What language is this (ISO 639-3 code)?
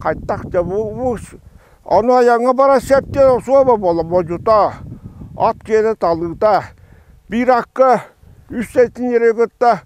sah